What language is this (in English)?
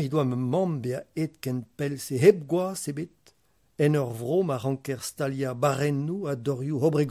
Breton